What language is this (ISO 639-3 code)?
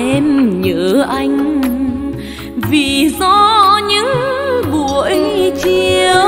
vie